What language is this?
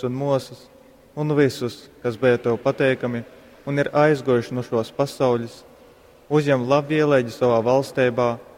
Latgalian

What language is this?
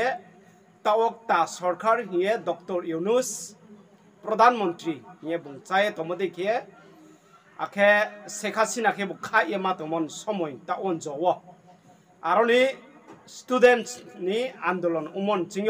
Riang (India)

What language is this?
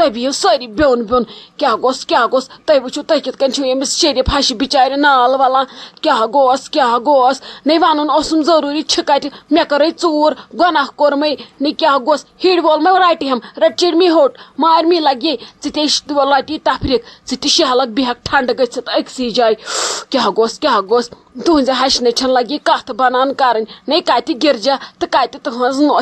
Kashmiri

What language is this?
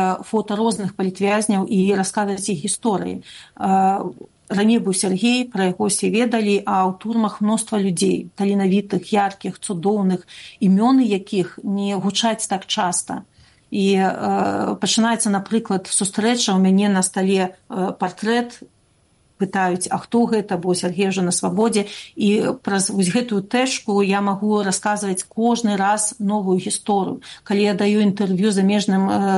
Belarusian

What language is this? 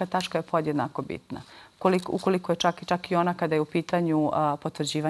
Bosnian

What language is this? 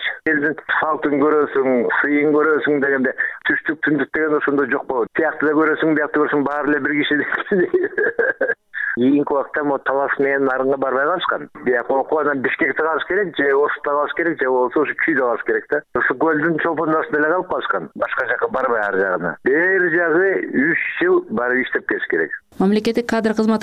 Kyrgyz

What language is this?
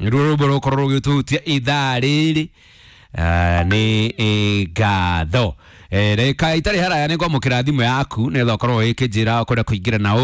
Kikuyu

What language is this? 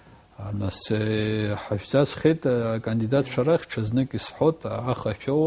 Abkhazian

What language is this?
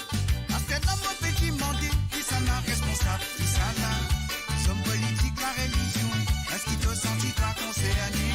Morisyen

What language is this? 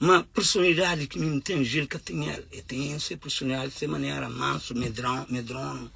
Kabuverdianu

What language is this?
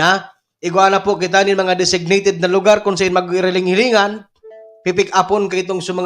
Bikol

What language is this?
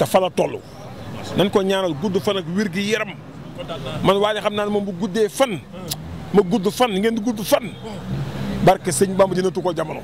Wolof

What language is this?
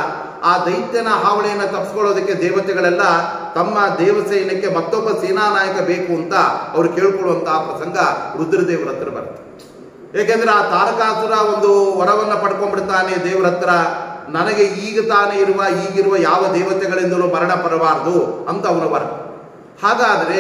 Kannada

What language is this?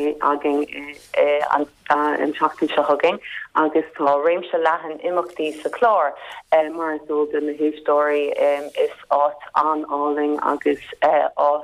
Irish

